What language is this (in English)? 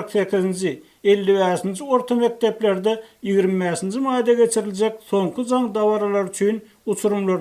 Turkmen